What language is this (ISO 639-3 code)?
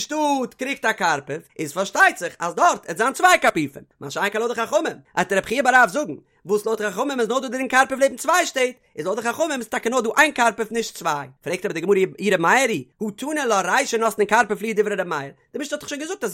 yid